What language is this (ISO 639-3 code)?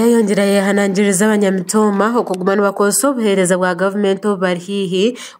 nyn